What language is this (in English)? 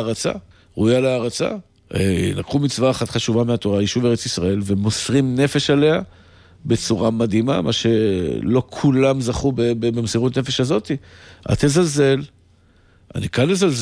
Hebrew